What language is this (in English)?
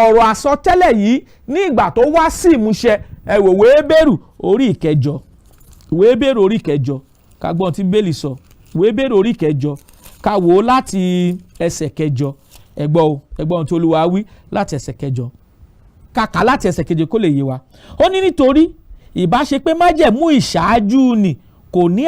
Yoruba